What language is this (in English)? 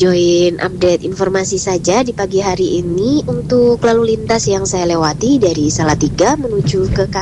Indonesian